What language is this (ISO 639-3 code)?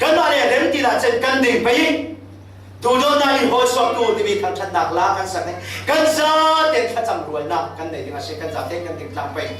cfm